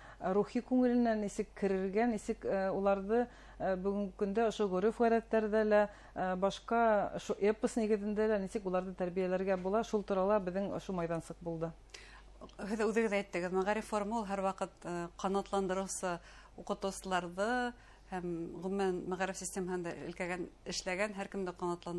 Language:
Bashkir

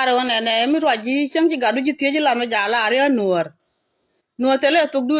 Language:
Nuer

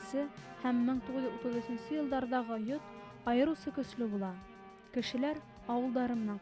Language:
Bashkir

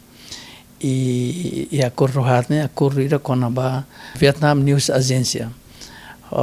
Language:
Tetum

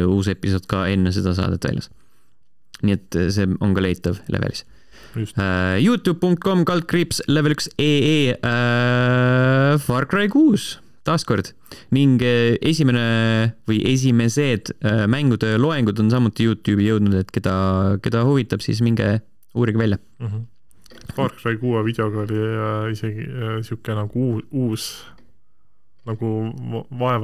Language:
Estonian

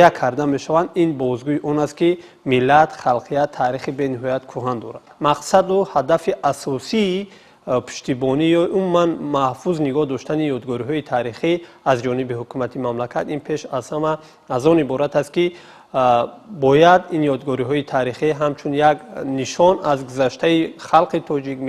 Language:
Tajik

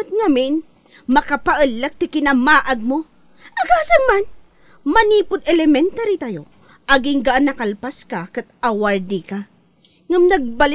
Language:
Iloko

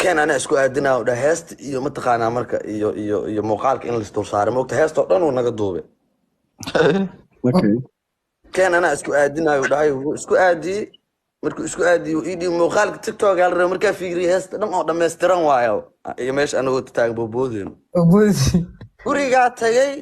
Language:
Somali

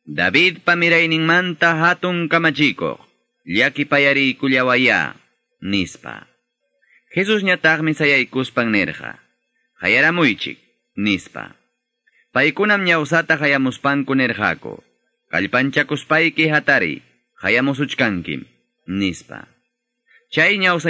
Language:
Ayacucho Quechua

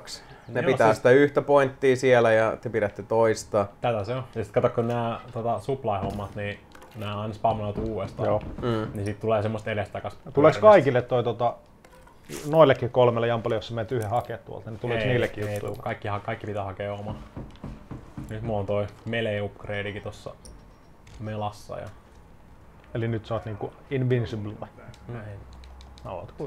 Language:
Finnish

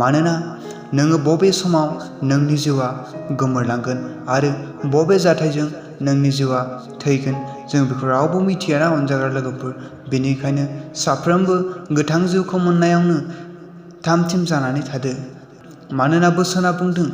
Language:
Bodo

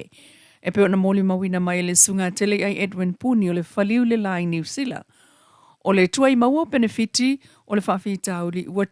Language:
Samoan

